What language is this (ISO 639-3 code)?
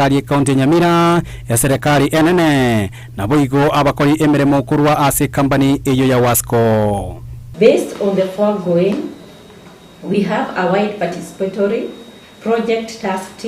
guz